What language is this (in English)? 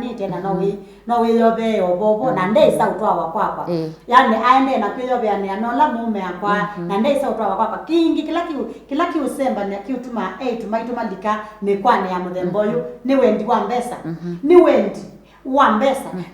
Kamba